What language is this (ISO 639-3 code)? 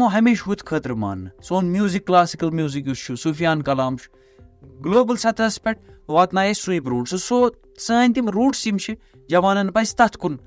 kas